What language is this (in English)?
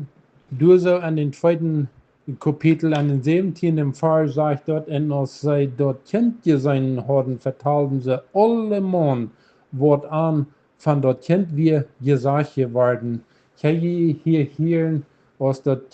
Plautdietsch